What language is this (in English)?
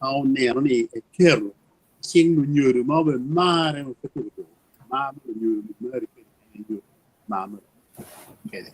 Acoli